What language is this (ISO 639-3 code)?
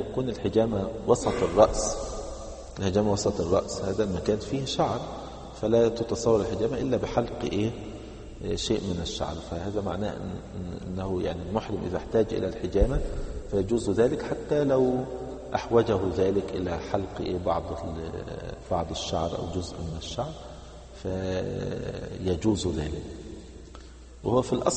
ara